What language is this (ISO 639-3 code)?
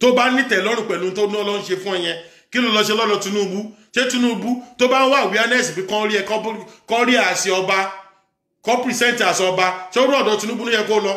yor